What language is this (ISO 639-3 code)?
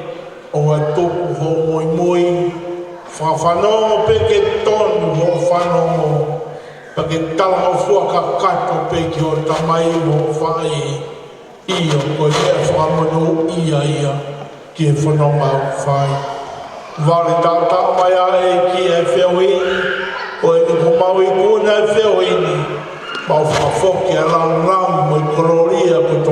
ton